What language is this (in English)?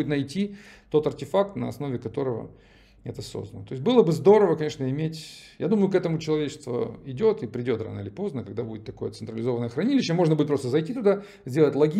Russian